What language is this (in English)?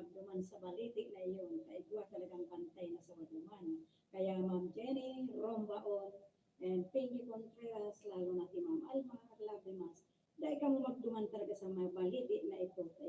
Bikol